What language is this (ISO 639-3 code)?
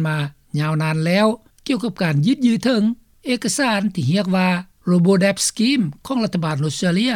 lao